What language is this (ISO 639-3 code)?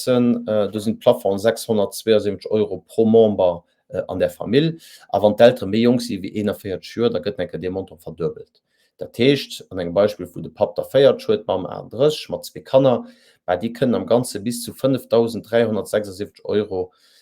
ltz